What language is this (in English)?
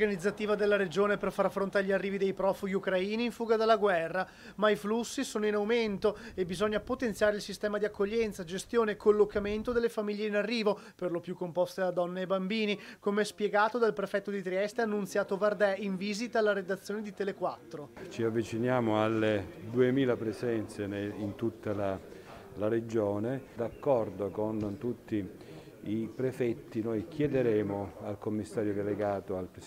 Italian